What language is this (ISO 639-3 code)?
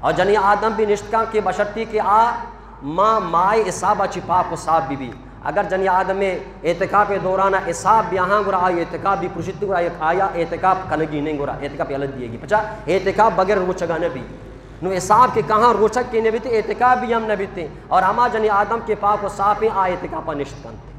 bgp